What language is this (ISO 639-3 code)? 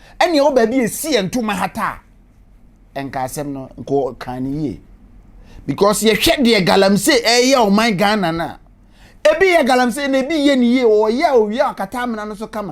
aka